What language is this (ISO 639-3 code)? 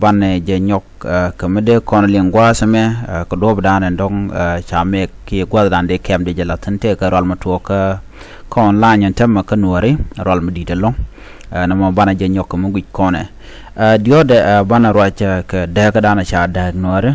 nus